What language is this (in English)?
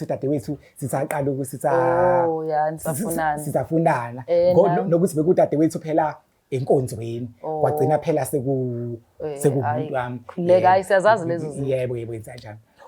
Zulu